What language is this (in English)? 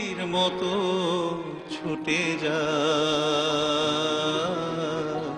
Bangla